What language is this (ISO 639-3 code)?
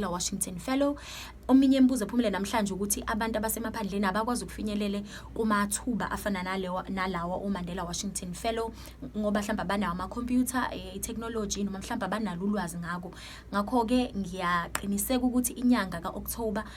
nde